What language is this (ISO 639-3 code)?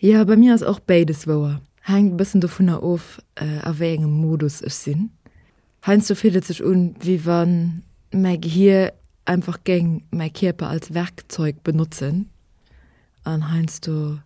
ltz